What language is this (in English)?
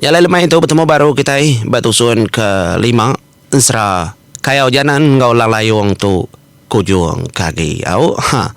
Iban